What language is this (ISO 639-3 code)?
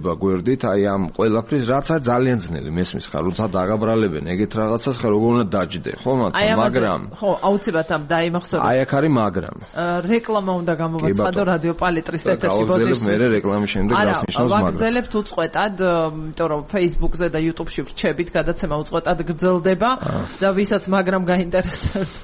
kat